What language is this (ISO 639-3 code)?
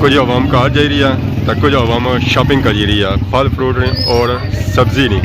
phr